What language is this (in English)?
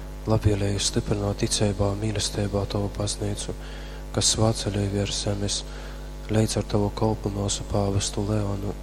Latgalian